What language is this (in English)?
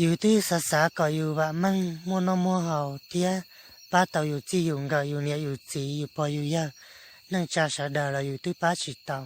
Hmong